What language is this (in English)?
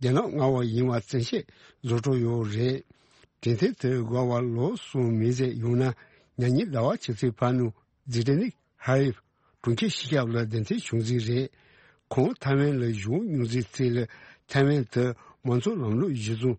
Tibetan